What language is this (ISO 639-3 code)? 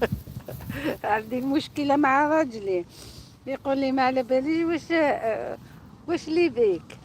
arq